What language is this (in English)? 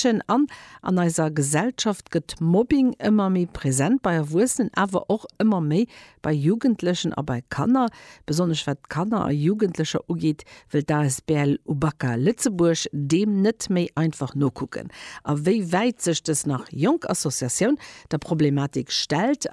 Luxembourgish